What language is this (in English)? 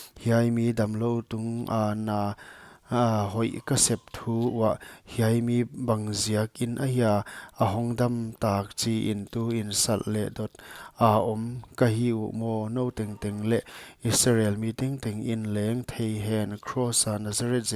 Paite Chin